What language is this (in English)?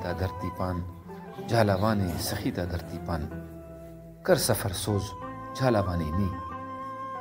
Brahui